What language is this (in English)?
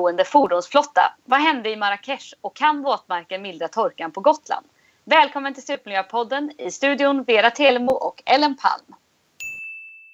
Swedish